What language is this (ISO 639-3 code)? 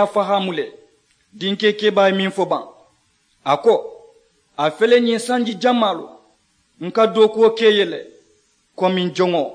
man